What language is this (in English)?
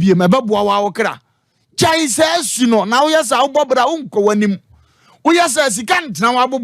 Akan